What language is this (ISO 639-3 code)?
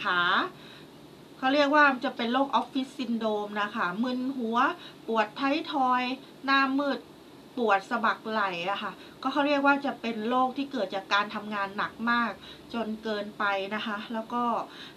tha